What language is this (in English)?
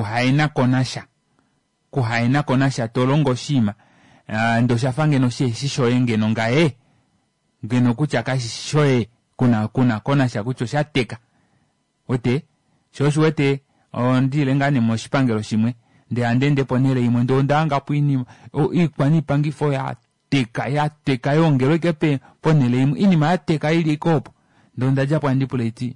Kuanyama